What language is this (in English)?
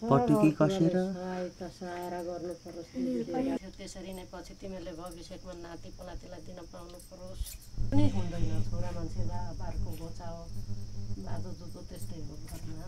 Nepali